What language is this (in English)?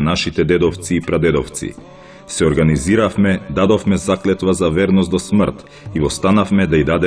Macedonian